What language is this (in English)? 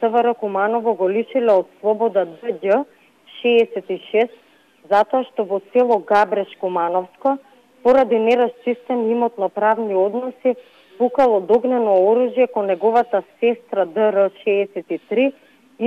Macedonian